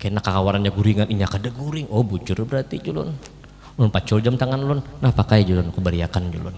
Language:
Banjar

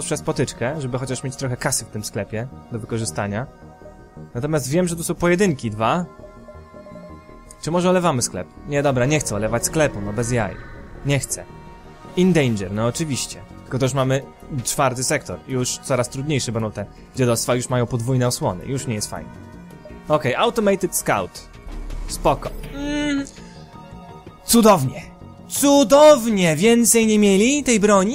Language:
Polish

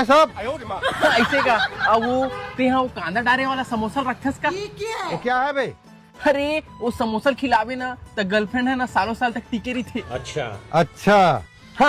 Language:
Chhattisgarhi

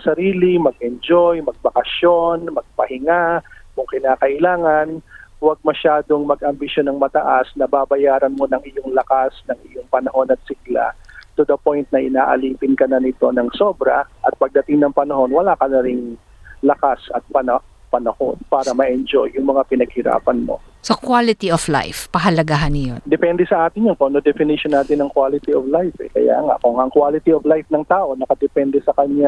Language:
Filipino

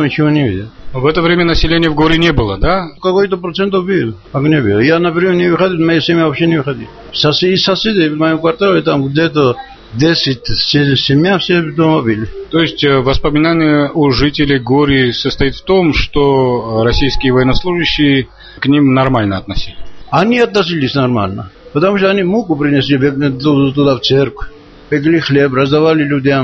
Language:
Russian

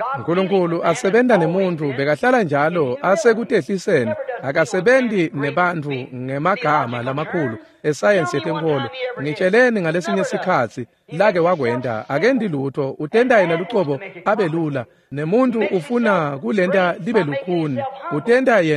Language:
Swati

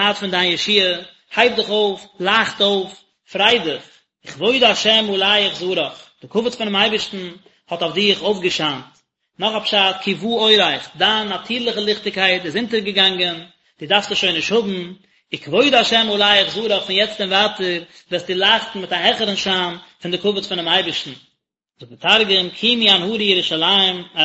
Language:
Yiddish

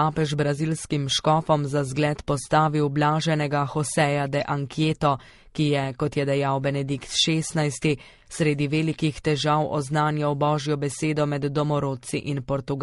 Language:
Slovenian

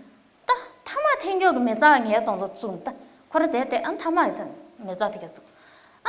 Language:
Tibetan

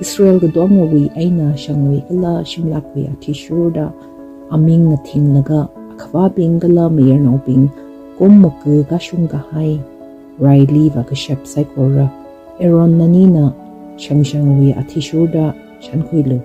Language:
Tangkhul Naga (India)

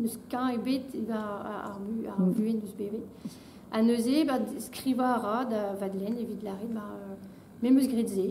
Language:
Breton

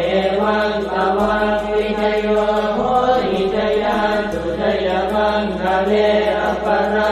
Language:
Pali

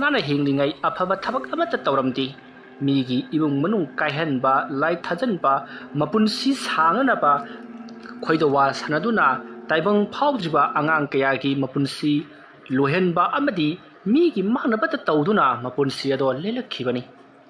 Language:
Manipuri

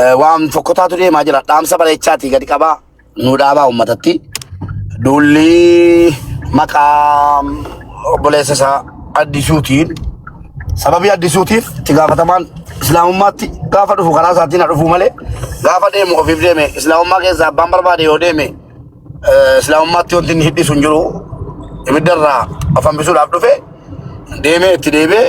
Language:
Oromo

